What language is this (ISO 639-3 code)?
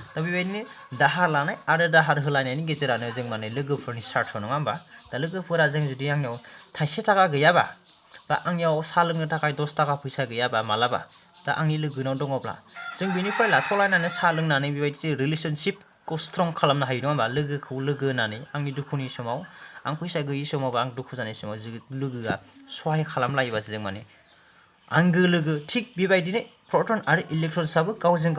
brx